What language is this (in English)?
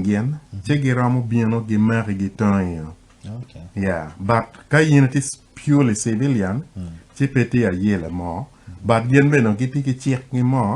Acoli